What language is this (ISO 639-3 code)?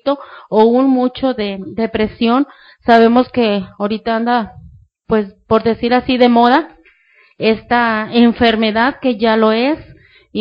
spa